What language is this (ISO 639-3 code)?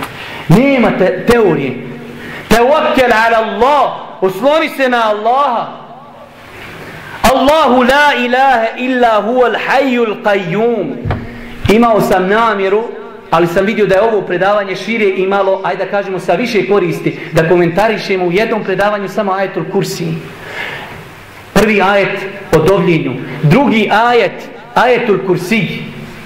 bos